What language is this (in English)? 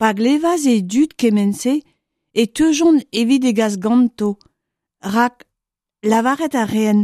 Breton